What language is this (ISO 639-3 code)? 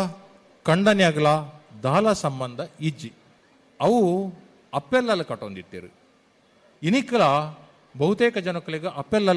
tcy